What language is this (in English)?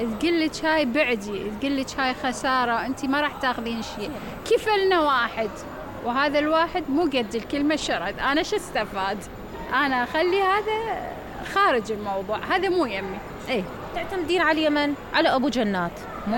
Mesopotamian Arabic